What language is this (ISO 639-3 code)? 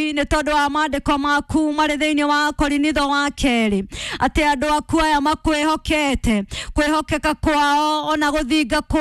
kik